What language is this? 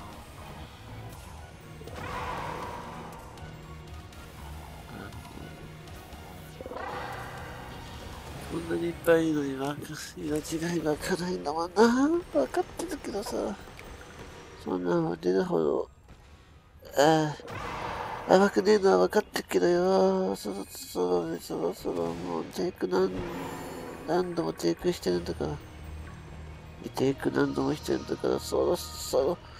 Japanese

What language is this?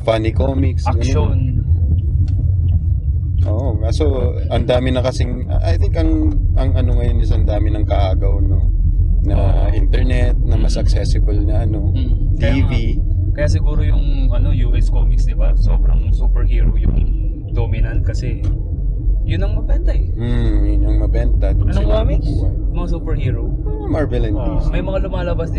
Filipino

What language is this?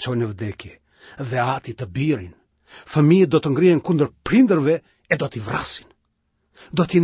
Albanian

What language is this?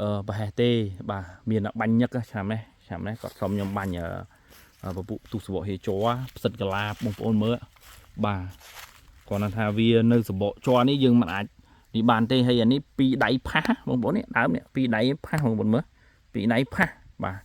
Khmer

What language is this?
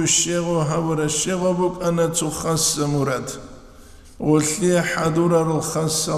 Avaric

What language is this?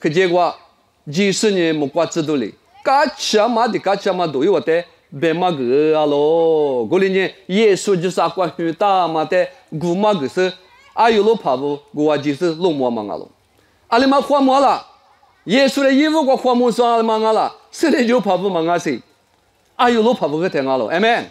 Lisu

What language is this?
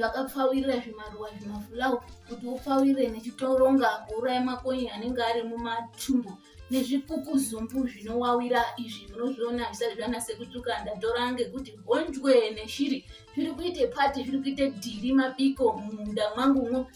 Ndau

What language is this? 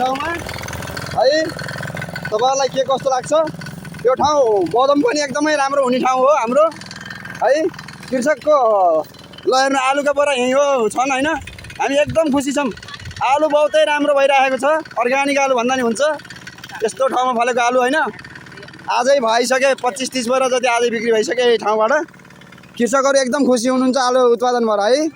Nepali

